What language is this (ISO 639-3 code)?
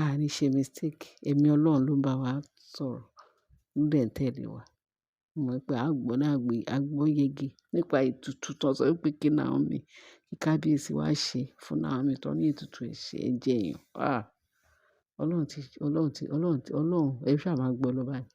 yor